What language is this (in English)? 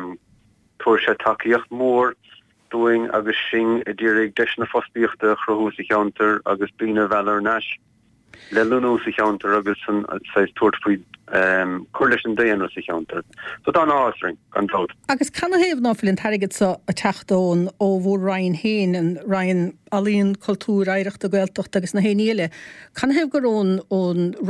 Irish